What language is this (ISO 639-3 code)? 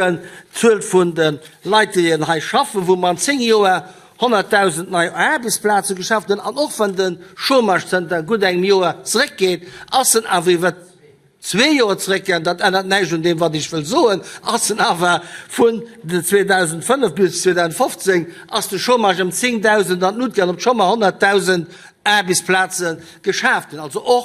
ltz